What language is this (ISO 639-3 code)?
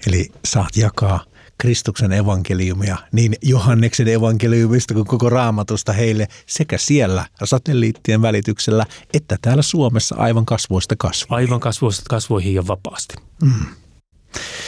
fin